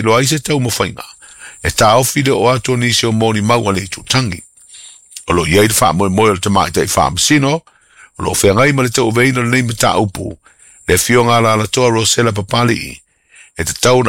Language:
Samoan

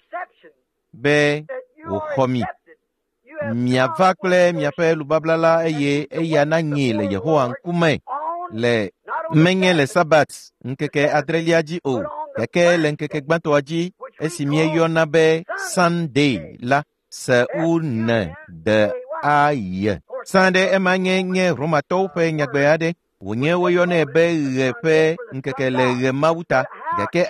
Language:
Ewe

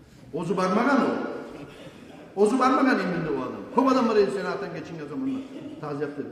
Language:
Kumyk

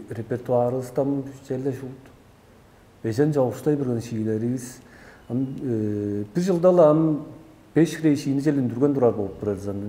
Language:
Tuvinian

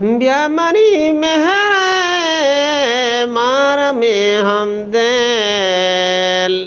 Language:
Eastern Balochi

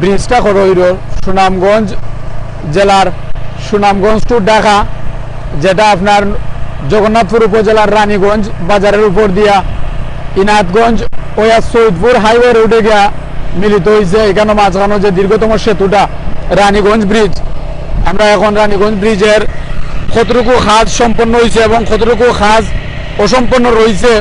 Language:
Sylheti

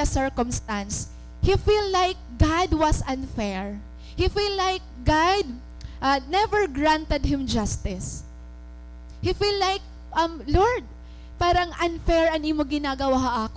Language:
Waray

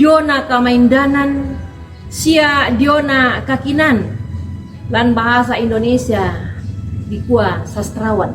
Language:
Toraja-Sa'dan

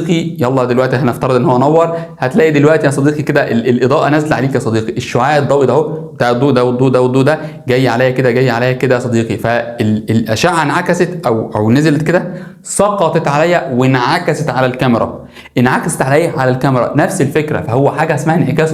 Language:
Egyptian Arabic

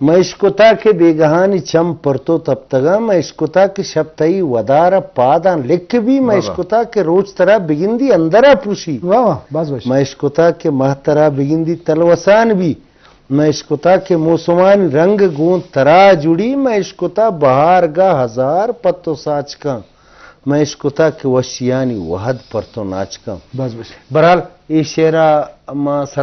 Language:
Eastern Balochi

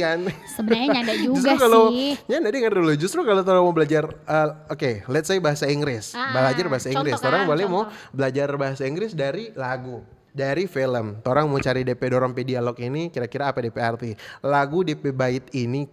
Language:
Manado Malay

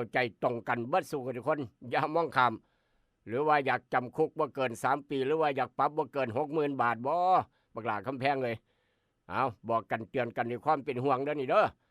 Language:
Lao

